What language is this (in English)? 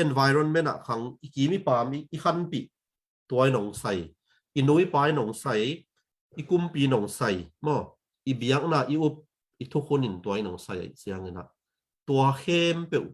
Tedim Chin